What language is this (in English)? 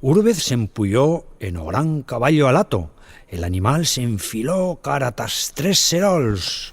Aragonese